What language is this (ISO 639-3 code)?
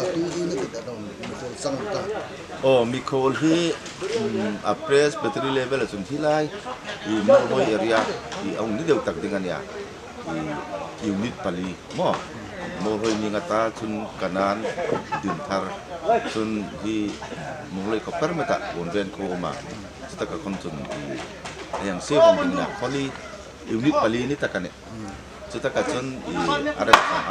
hmr